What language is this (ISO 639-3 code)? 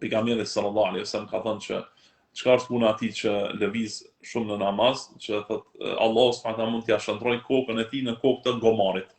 sqi